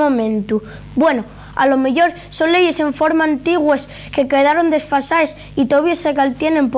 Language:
Asturian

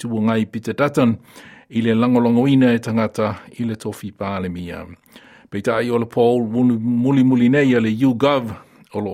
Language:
Samoan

